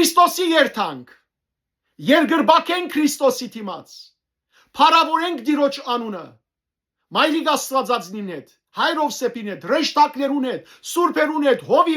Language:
Western Armenian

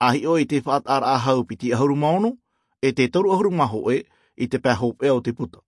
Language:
Tahitian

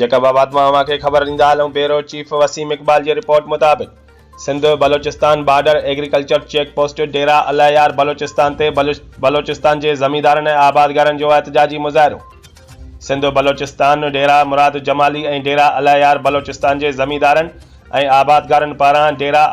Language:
Sindhi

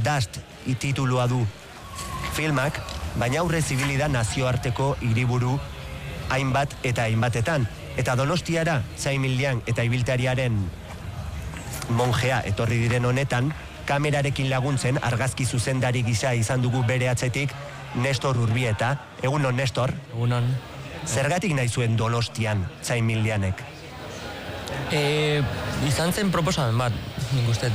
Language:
Basque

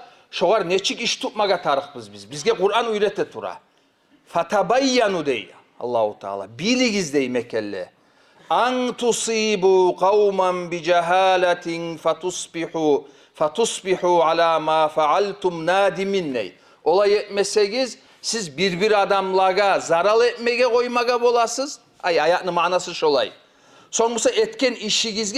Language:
Kumyk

